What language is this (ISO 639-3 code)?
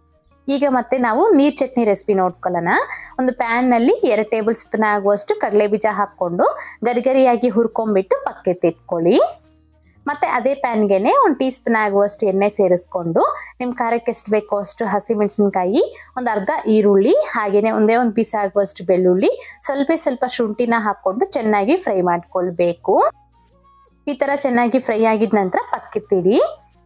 kan